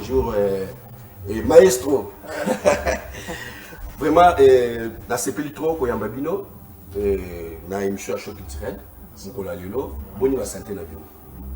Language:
Lingala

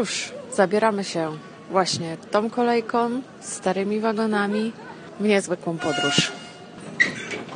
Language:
Polish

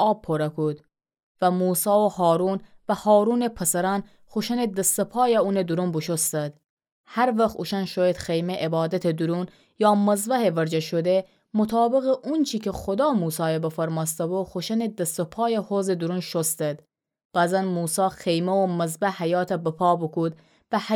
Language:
Gilaki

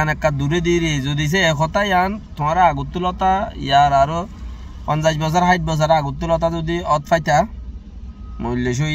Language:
Rohingya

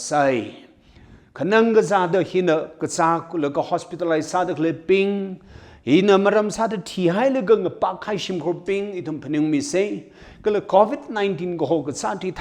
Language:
Tangkhul Naga (India)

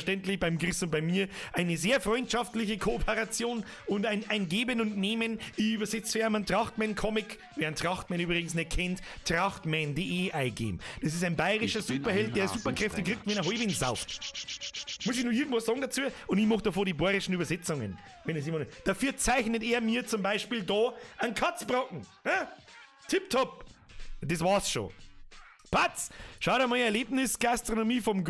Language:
Bavarian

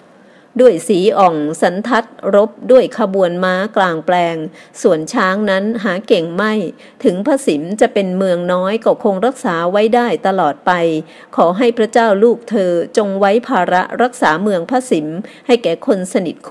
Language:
Thai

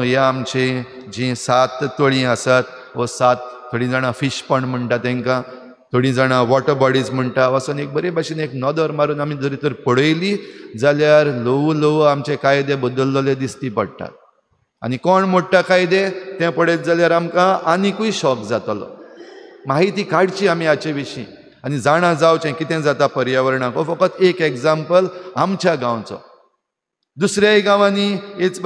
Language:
Konkani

